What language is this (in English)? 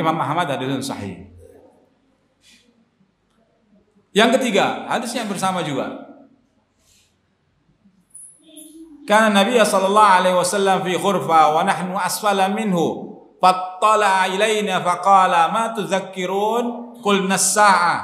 Indonesian